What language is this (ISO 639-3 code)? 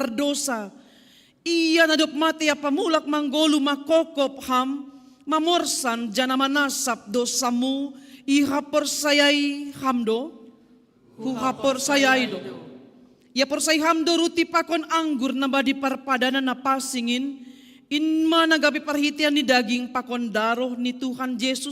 bts